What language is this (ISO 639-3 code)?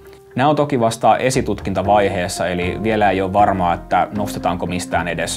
fin